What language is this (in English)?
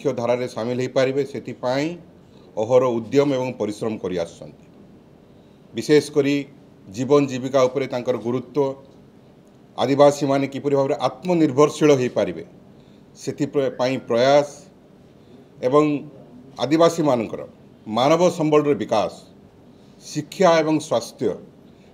Odia